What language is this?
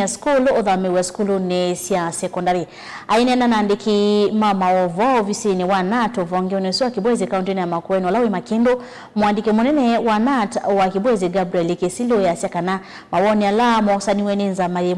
Kamba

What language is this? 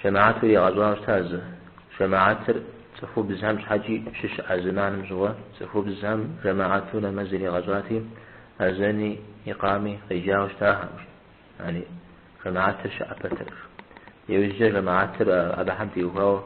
Kabardian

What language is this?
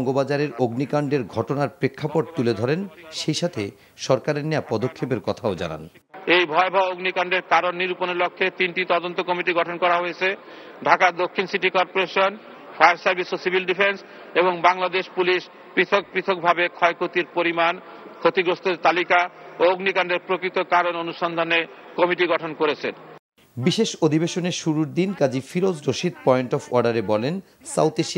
Bangla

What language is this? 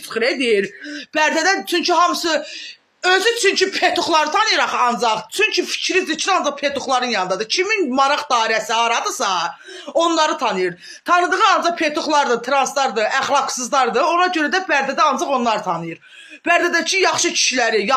Azerbaijani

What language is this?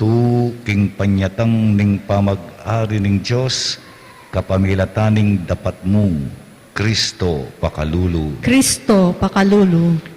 Pampanga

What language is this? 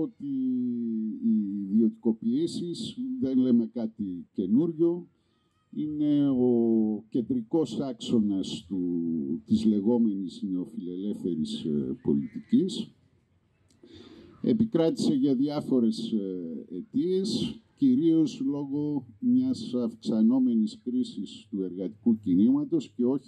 Greek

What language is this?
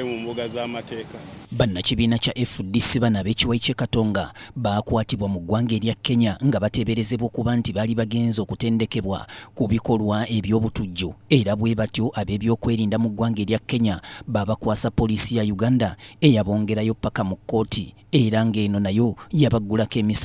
Ganda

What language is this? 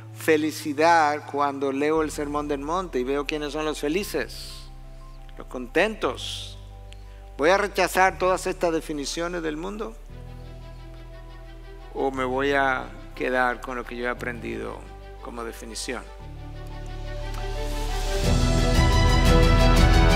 Spanish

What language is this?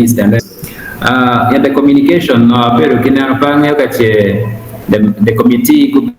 Acoli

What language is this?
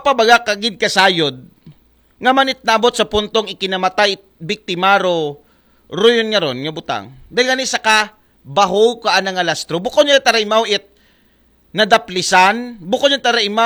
Aklanon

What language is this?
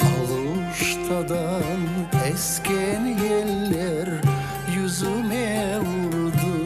Crimean Tatar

